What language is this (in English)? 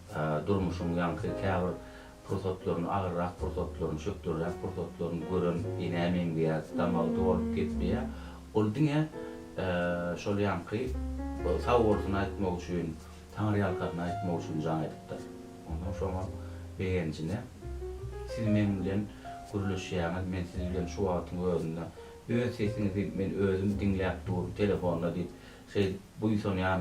Turkmen